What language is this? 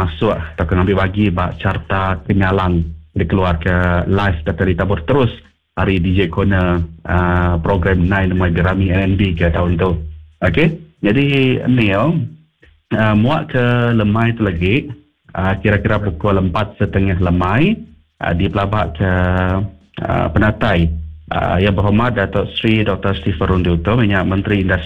Iban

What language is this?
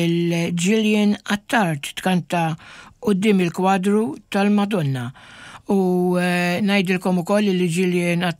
Maltese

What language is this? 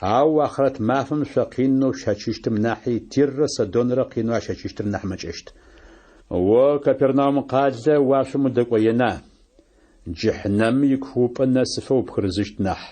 Adyghe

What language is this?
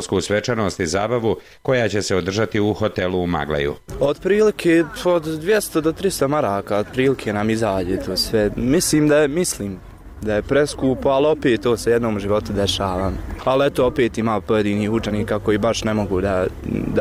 Bosnian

